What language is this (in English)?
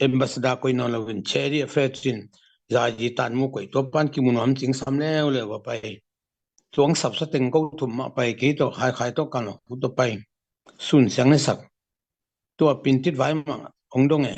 Tedim Chin